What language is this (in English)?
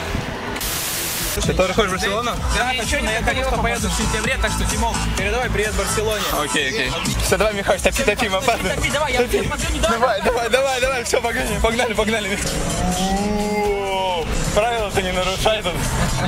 Russian